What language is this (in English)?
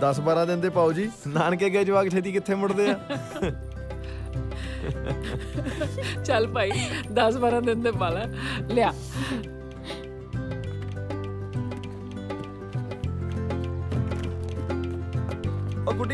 Punjabi